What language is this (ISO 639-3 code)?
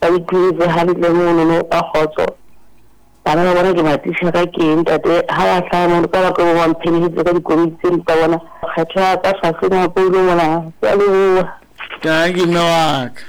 sot